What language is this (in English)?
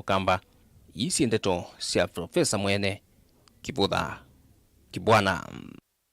Kamba